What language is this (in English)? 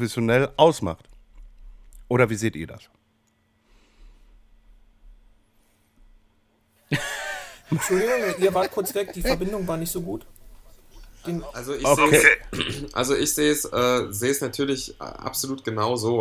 German